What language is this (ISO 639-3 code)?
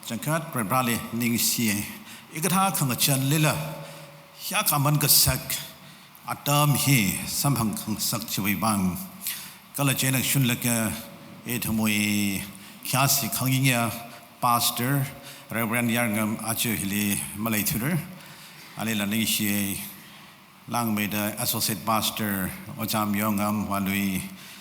nmf